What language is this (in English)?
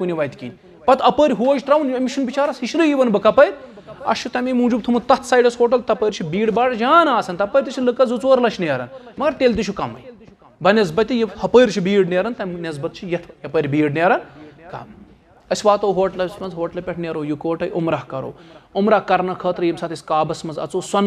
Kashmiri